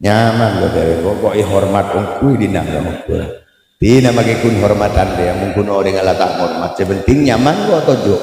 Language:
Madurese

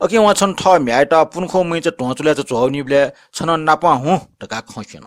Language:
Newari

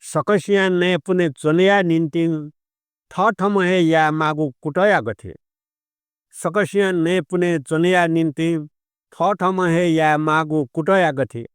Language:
Newari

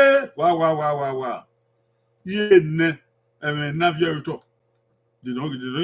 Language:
Bini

